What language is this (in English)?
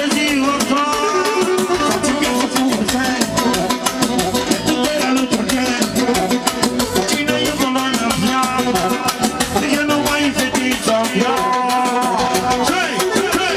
Romanian